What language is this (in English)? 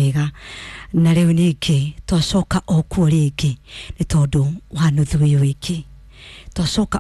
Kikuyu